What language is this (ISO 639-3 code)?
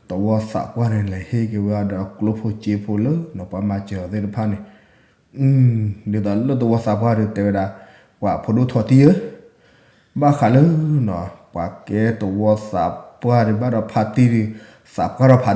ksw